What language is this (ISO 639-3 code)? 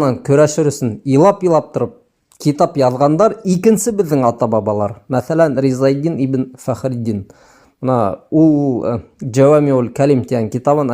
bak